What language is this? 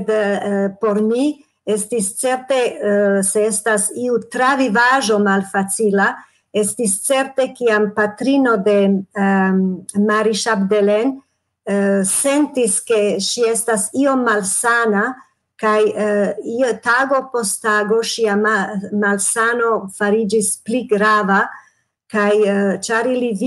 Esperanto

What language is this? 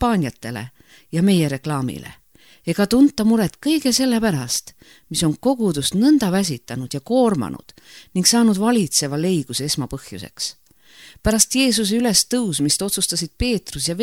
Estonian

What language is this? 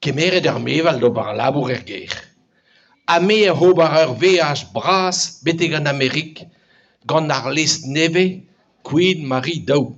Breton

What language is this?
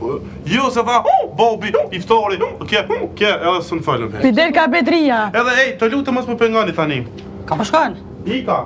Albanian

